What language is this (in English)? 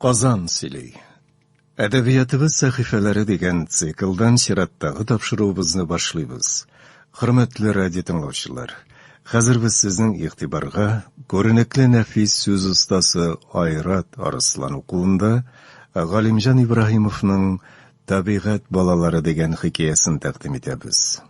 Tatar